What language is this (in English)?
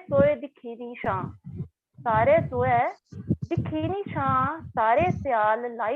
Dogri